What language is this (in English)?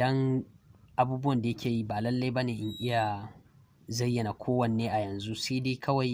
Hausa